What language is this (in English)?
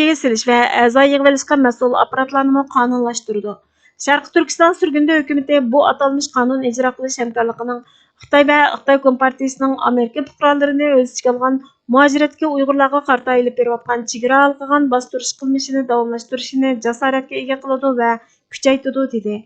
Uyghur